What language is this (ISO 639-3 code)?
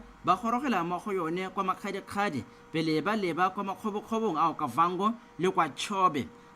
tsn